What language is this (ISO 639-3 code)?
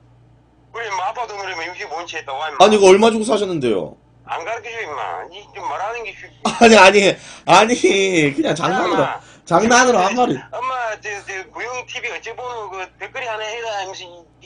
kor